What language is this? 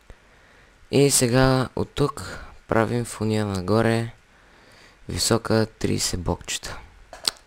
Bulgarian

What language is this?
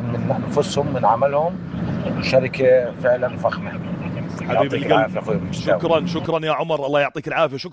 North Levantine Arabic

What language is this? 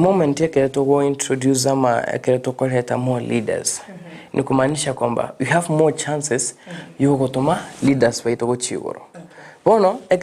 Gusii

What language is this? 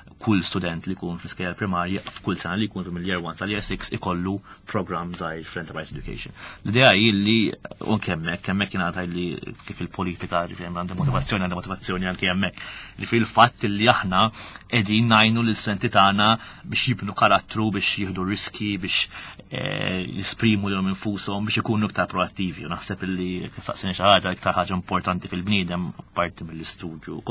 Maltese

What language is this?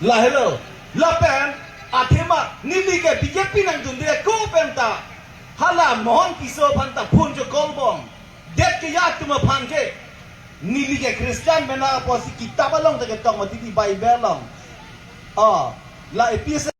Karbi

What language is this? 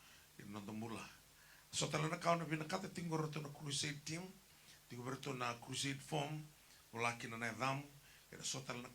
Fijian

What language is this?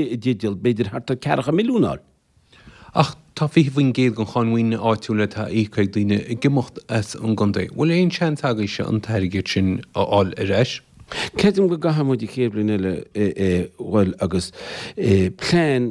Irish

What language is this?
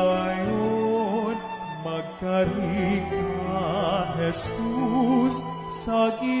Hiligaynon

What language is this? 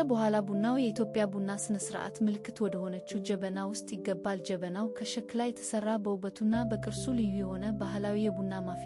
Amharic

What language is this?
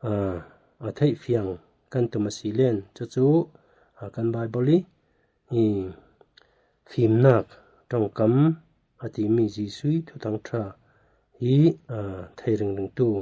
Falam Chin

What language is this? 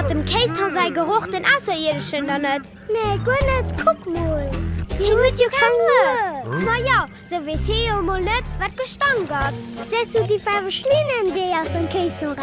Luxembourgish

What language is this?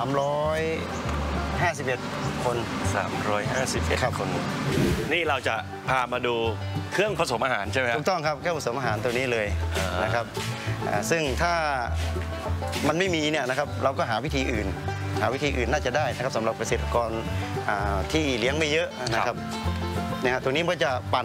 Thai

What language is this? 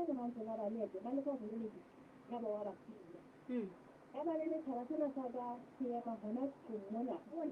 Southern Sotho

